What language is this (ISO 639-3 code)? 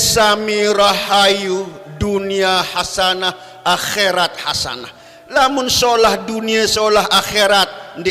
sas